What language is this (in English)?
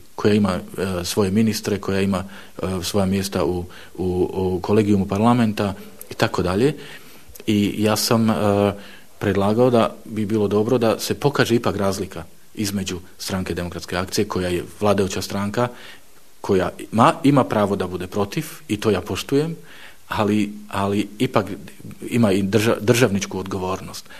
Bosnian